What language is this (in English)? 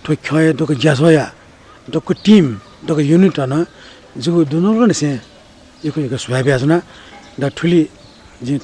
Newari